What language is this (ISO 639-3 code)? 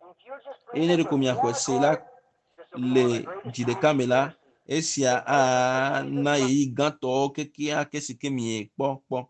ewe